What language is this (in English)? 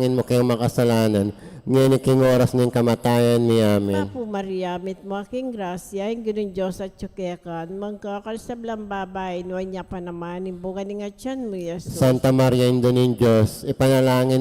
Pampanga